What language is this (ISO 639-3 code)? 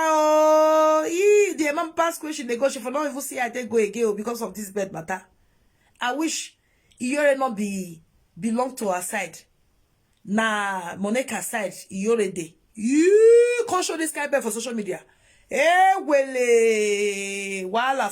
pcm